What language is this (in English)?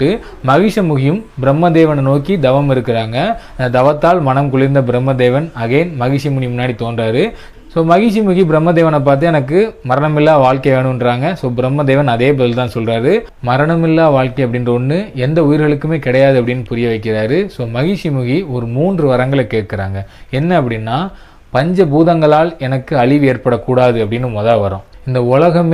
Tamil